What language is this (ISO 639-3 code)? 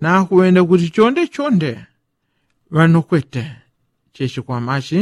yao